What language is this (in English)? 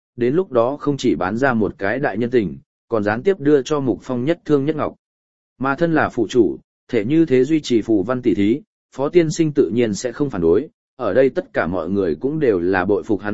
Vietnamese